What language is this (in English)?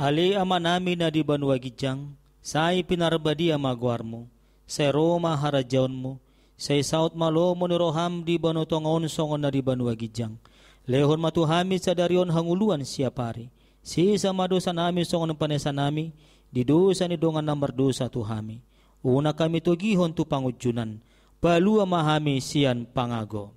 Batak Toba